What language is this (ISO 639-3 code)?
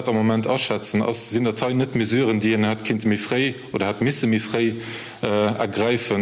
ltz